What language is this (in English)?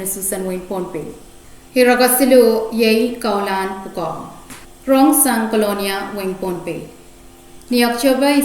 Pohnpeian